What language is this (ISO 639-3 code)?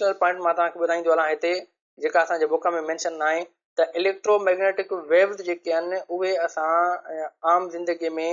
snd